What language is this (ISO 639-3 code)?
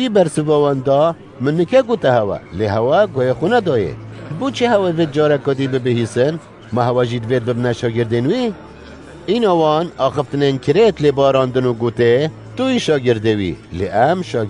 kur